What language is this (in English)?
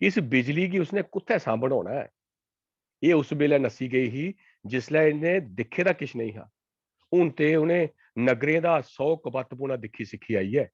Dogri